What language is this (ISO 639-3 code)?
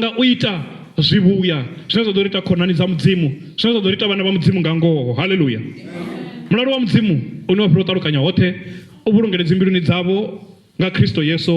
ven